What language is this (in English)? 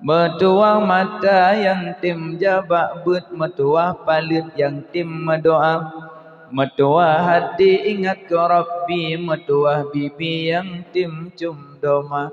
Achinese